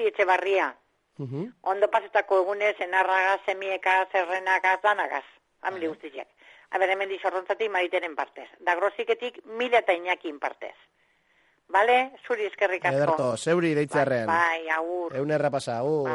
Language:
Basque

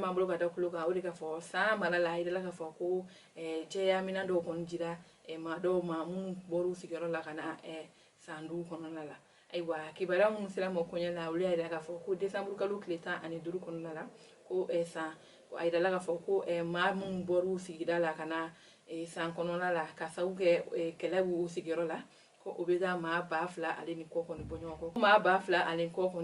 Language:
Bambara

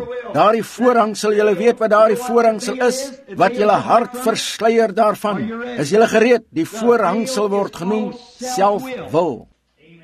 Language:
Afrikaans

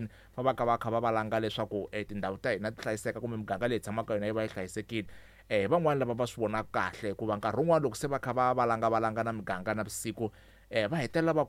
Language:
Tsonga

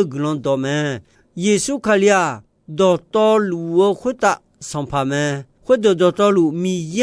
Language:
Akha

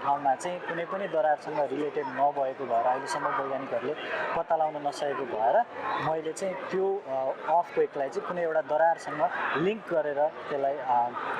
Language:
Nepali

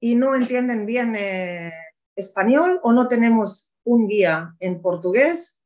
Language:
Ladino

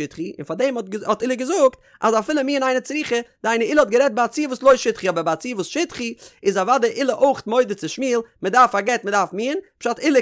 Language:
Yiddish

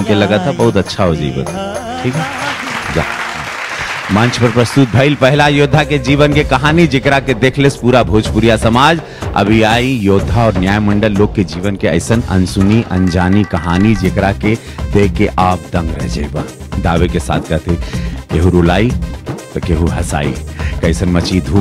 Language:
Bhojpuri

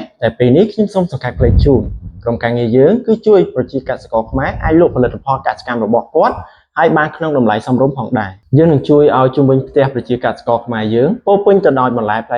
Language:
Khmer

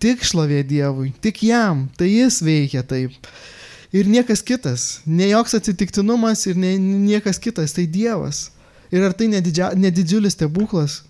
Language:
Lithuanian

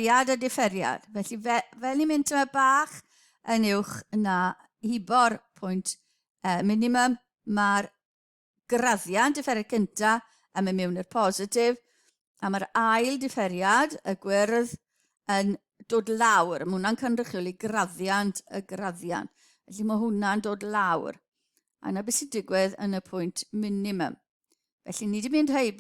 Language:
Welsh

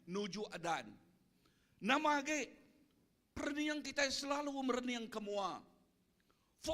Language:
Iban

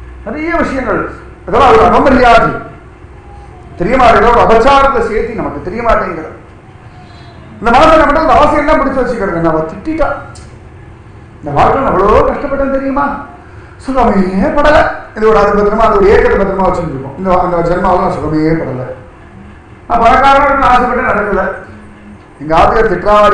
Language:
Tamil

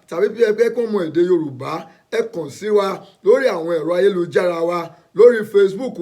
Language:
Yoruba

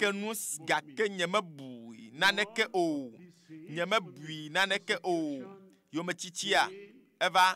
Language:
Ewe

